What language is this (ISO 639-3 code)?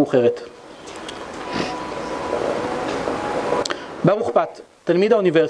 heb